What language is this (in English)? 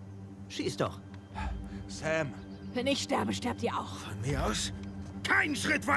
Swiss German